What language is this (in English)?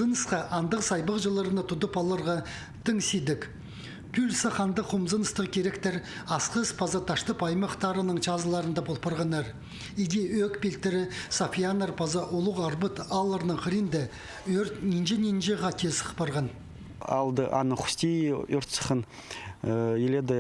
Khakas